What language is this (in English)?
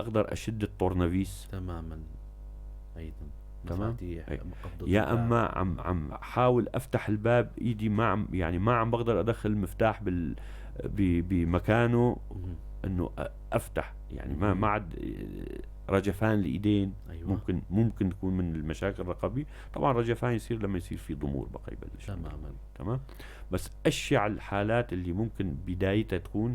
North Levantine Arabic